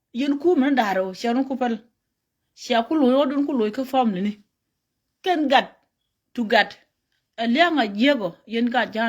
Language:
Nuer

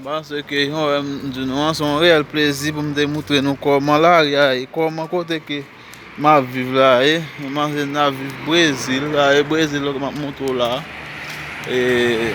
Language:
Haitian Creole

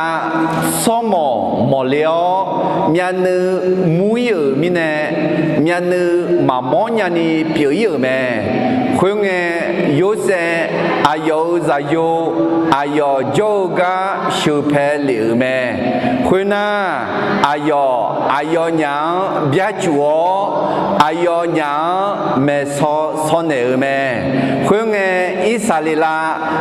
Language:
Akha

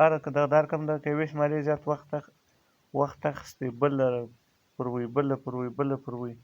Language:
Pashto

